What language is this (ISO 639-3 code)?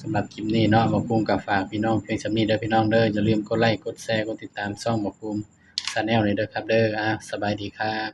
tts